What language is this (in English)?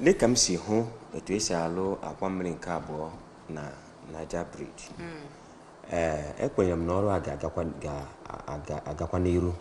Igbo